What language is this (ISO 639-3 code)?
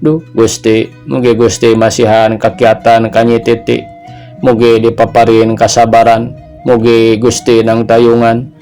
sun